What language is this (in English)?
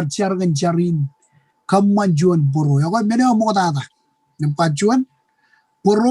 Marshallese